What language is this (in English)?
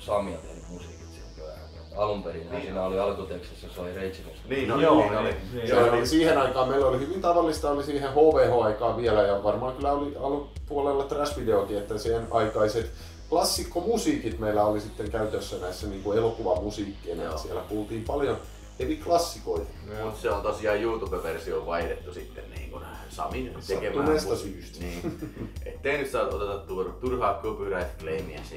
Finnish